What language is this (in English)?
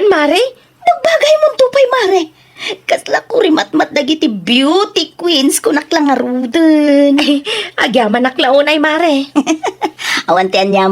Iloko